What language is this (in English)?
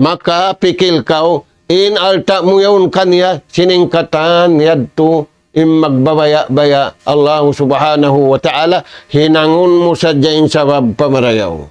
Tausug